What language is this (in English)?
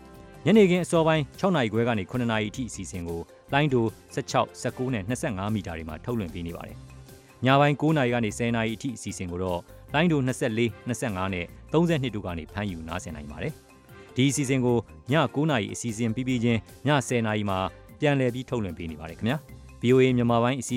Burmese